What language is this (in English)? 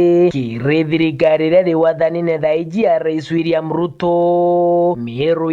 Meru